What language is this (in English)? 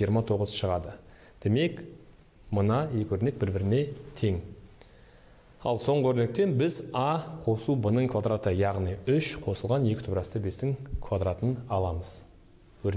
Kazakh